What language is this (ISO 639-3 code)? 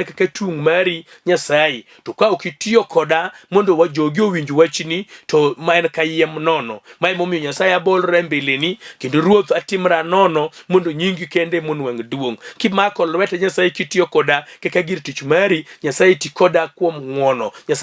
luo